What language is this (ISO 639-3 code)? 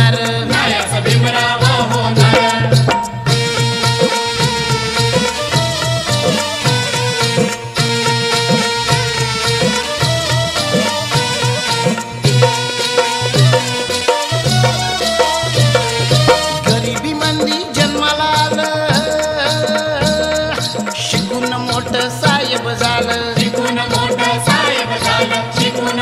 mar